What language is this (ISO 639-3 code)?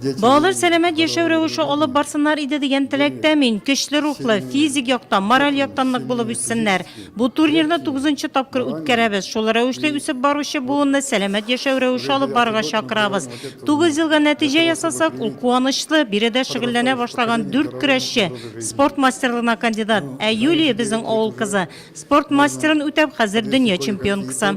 tat